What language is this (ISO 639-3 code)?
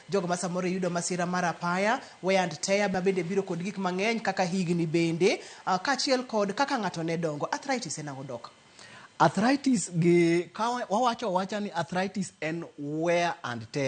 luo